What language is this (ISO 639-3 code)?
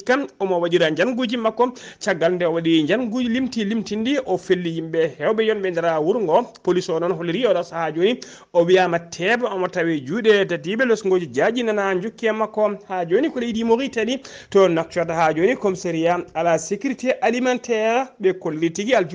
ful